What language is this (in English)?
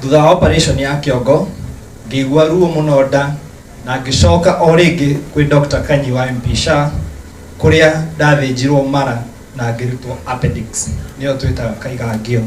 Kikuyu